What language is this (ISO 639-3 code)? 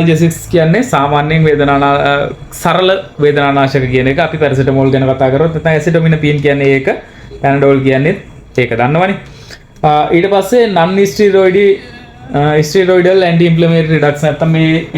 sin